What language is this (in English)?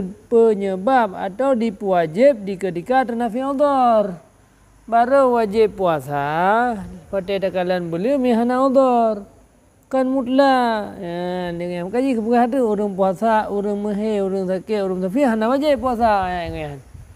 Achinese